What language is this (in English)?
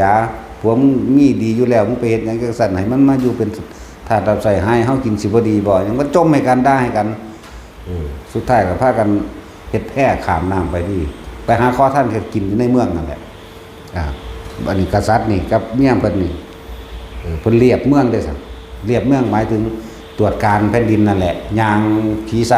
Northeastern Thai